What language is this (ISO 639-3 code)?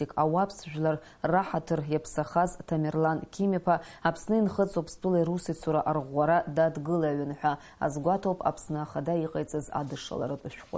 abk